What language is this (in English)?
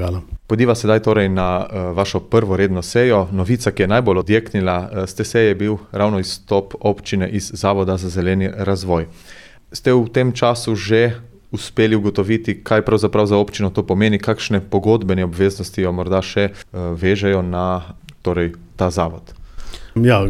Slovenian